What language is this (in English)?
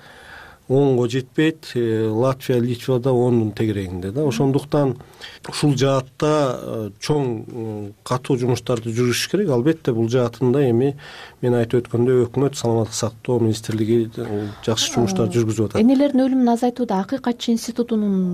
Kyrgyz